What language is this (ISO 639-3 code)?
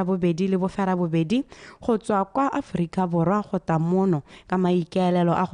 tsn